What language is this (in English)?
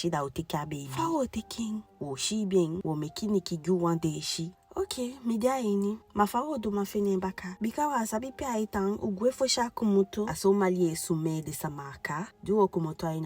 Eastern Maroon Creole